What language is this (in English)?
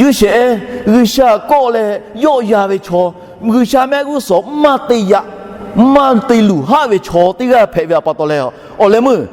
Lahu